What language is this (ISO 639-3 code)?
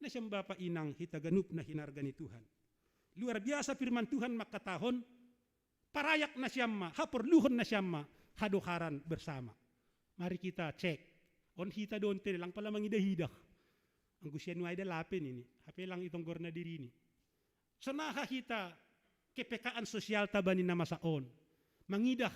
bts